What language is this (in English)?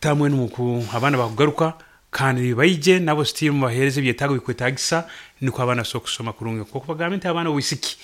Nyoro